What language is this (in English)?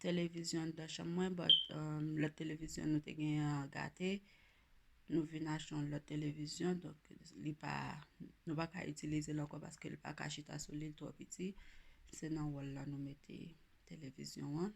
Haitian Creole